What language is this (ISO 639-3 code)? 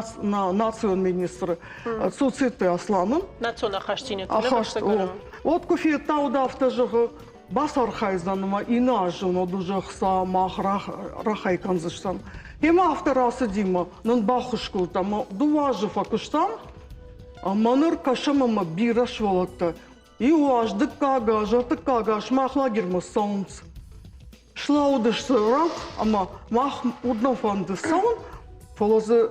oss